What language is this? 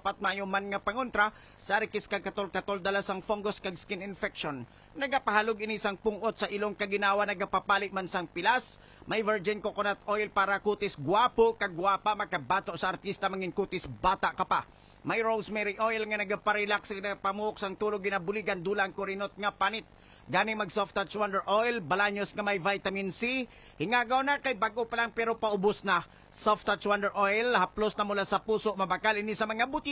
Hiligaynon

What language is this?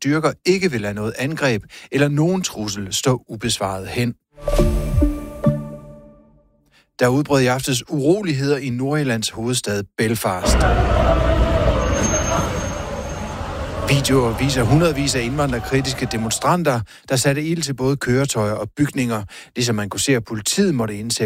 Danish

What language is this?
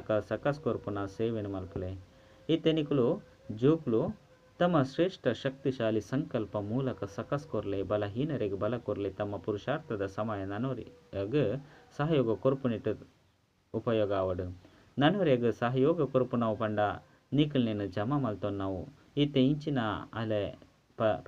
Tulu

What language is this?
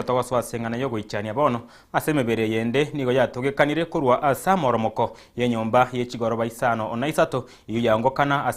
Gusii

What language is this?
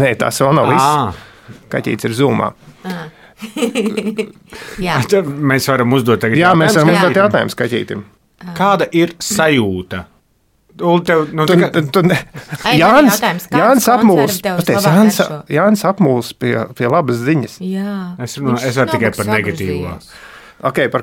Latvian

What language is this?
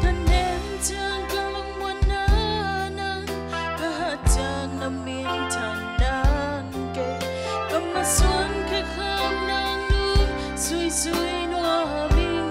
Tedim Chin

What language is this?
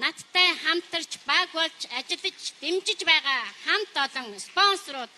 Mongolian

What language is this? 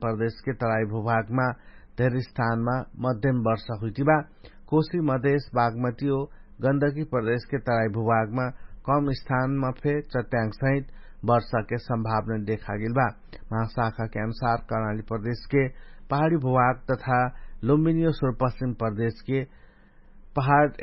Dangaura Tharu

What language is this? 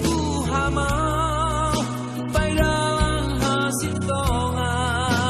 Batak Simalungun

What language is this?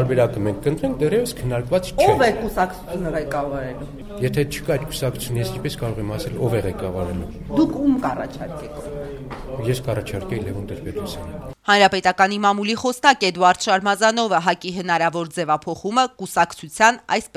Armenian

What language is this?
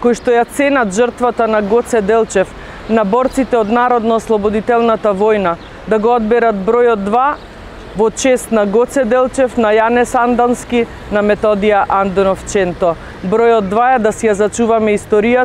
Macedonian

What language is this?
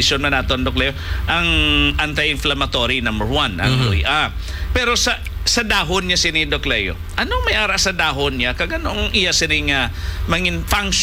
Hiligaynon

